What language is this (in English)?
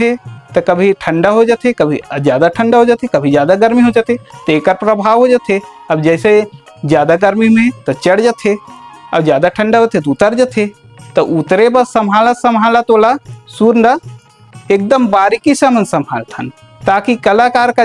Chhattisgarhi